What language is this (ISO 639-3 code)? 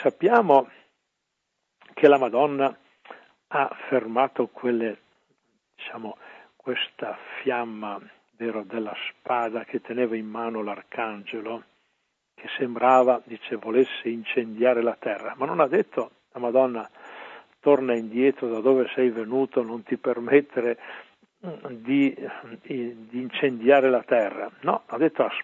ita